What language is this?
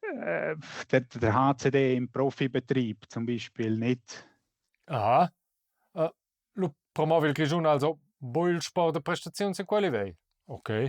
Romansh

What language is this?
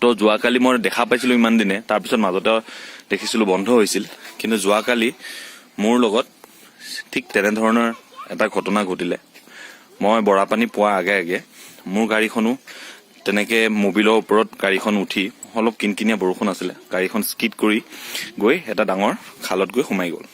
Assamese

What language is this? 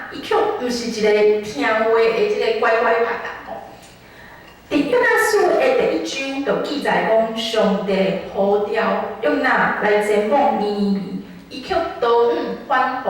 Min Nan Chinese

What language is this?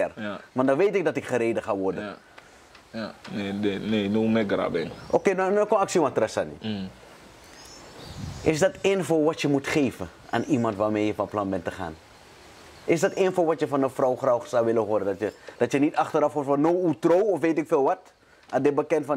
Dutch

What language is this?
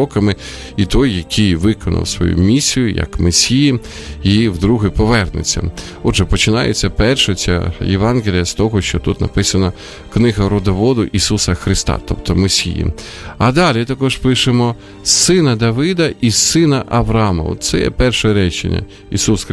Ukrainian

